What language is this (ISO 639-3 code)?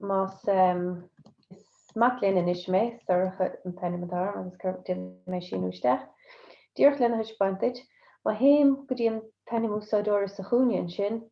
gle